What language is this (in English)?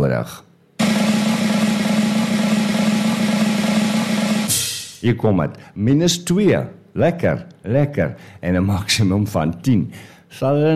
Afrikaans